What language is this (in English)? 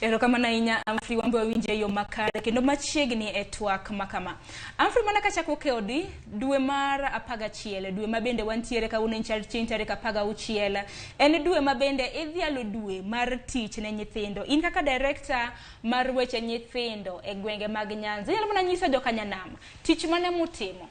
Luo (Kenya and Tanzania)